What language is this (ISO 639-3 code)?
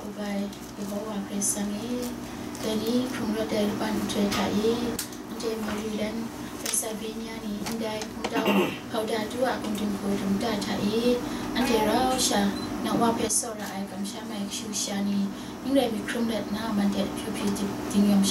kac